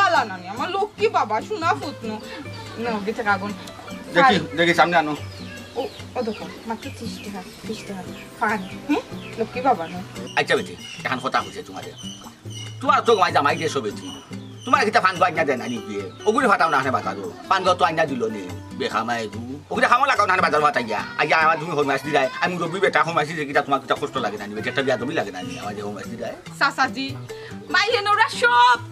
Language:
Sylheti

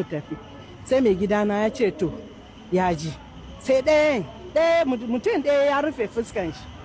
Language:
Hausa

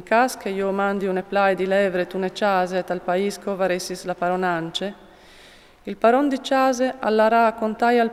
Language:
Friulian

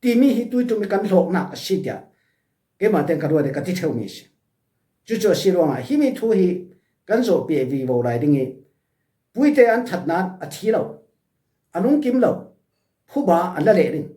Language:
Falam Chin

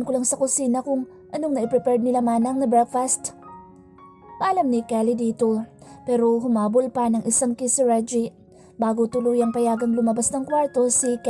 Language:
Filipino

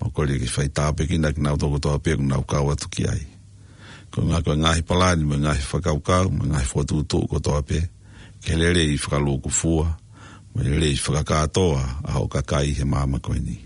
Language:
Tongan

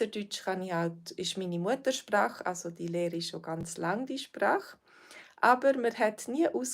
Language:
Swiss German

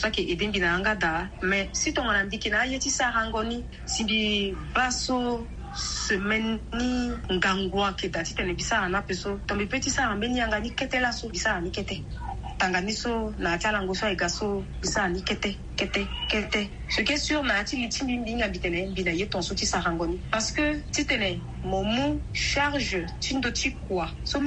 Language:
Sango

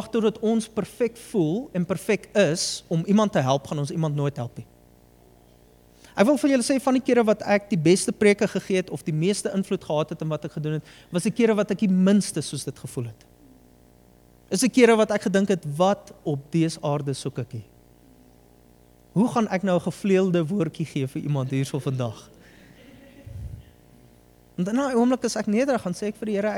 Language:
Afrikaans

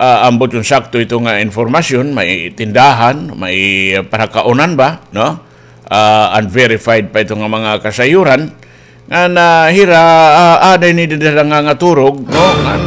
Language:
Waray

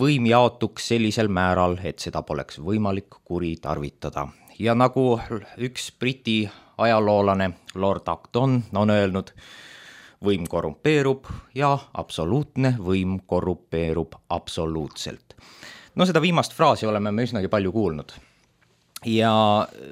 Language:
Estonian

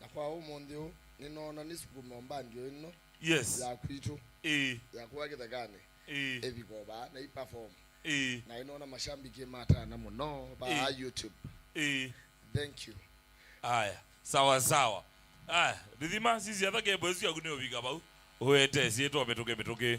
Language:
Kamba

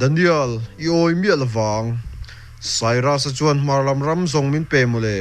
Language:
Mizo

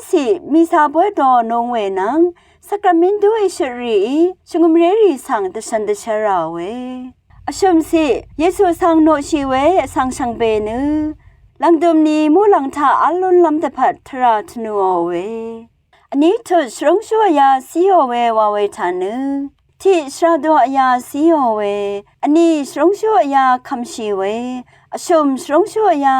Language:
Rawang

